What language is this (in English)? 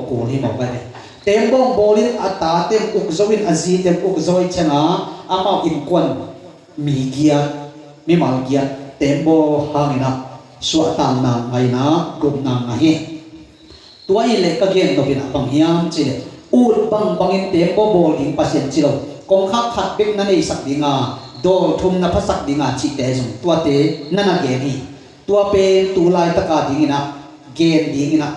Tedim Chin